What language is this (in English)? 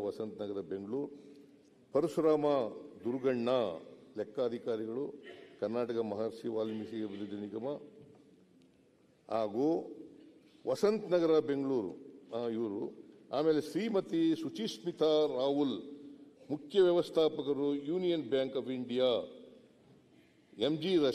Kannada